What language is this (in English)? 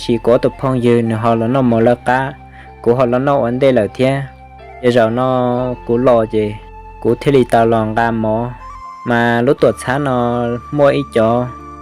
Hmong